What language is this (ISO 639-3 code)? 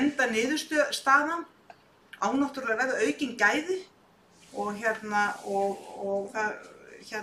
isl